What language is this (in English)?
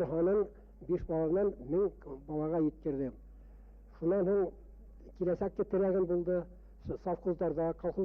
Bashkir